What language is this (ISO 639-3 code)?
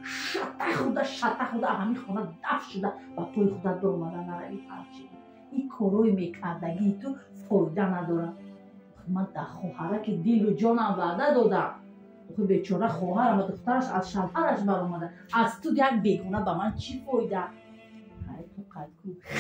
tgk